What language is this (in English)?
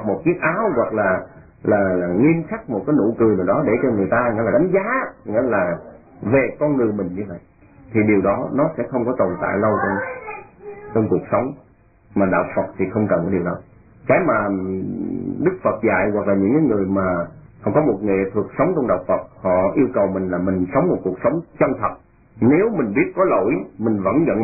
Vietnamese